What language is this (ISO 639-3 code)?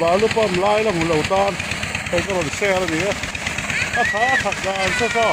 lus